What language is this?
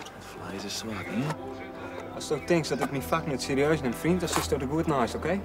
Western Frisian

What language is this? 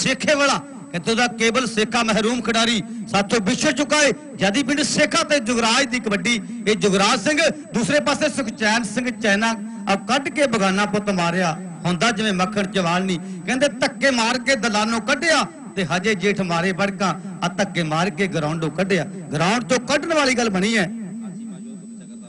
Punjabi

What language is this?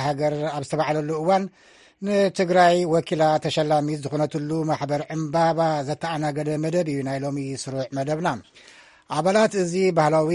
Tigrinya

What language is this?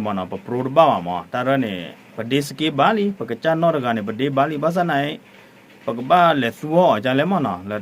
S'gaw Karen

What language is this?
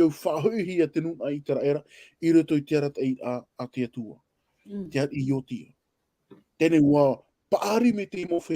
Tahitian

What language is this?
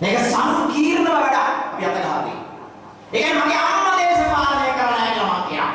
Sinhala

